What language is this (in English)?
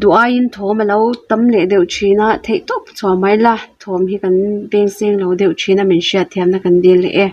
Mizo